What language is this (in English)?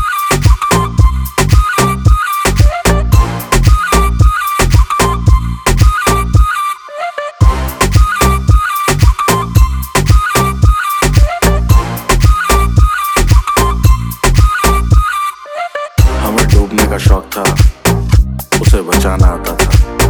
Hindi